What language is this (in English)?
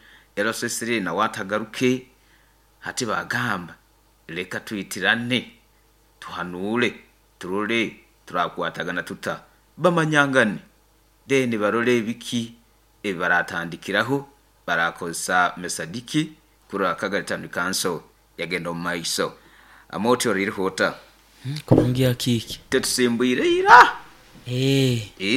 Nyoro